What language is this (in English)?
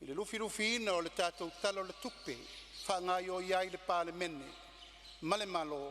Samoan